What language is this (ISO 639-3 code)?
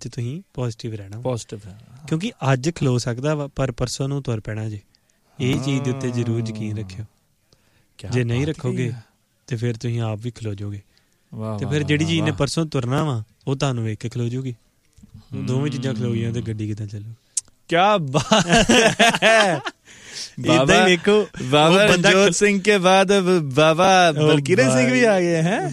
pan